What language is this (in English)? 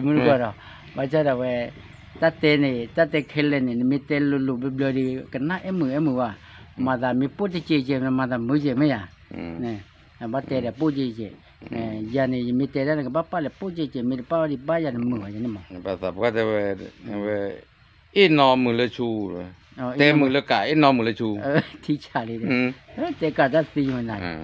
S'gaw Karen